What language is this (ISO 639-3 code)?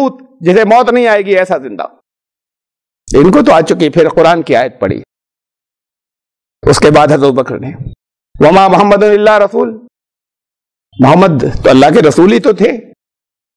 urd